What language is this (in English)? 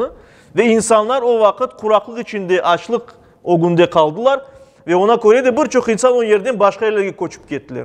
Crimean Tatar